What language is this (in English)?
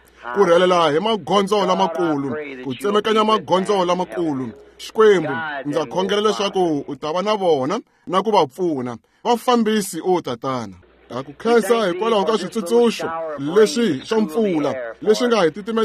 Tsonga